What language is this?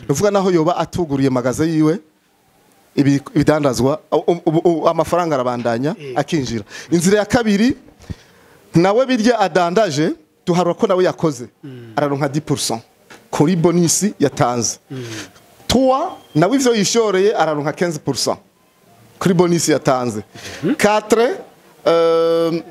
Rundi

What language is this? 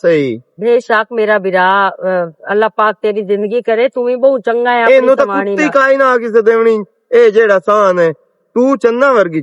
Western Panjabi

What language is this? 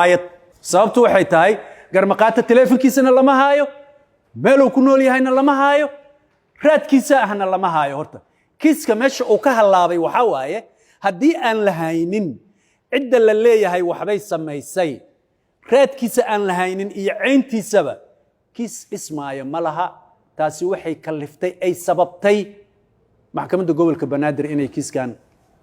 Somali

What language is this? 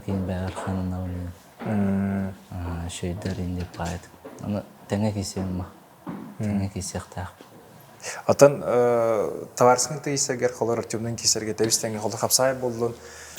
Yakut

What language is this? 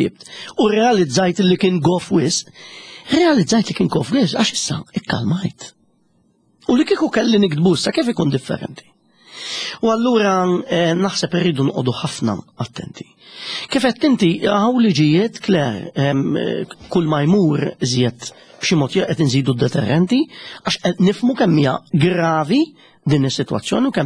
Maltese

